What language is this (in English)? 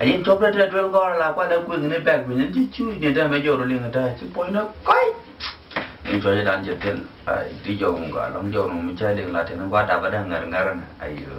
Nuer